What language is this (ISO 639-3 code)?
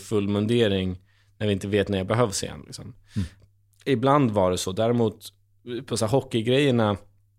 swe